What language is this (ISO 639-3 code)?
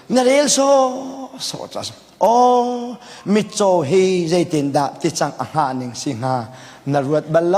cnh